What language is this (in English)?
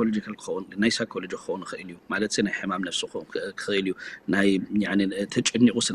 Tigrinya